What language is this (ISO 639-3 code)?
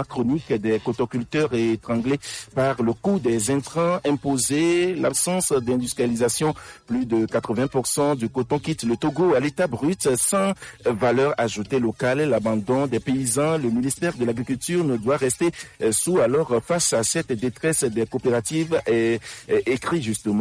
fra